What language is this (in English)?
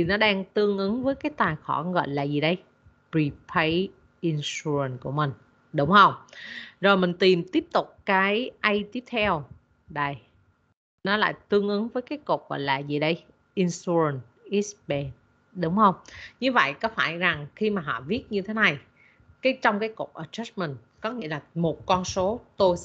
Vietnamese